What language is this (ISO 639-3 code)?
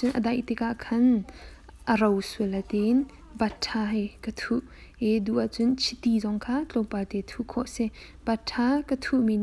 cnh